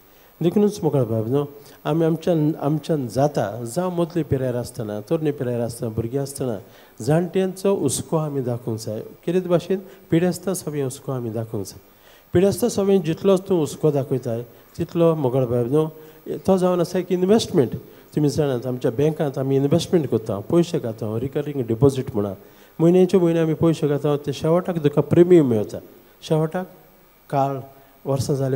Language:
Konkani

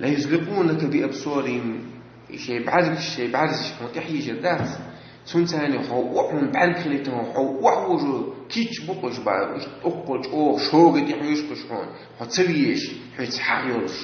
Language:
Chechen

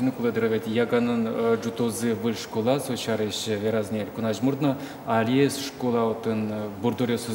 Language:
Udmurt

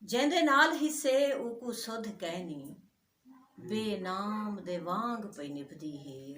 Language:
Saraiki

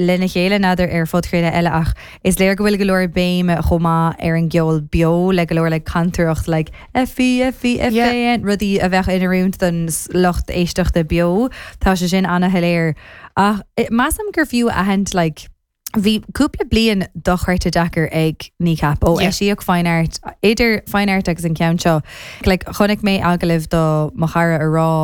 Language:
Irish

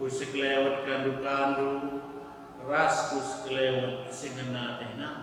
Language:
Batak Karo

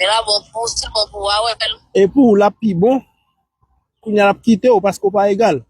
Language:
Haitian Creole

